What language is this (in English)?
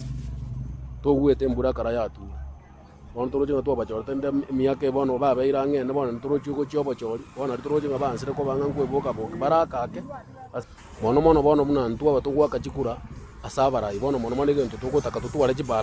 Gusii